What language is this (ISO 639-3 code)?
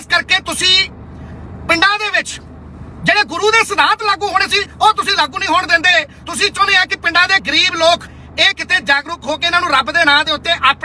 pan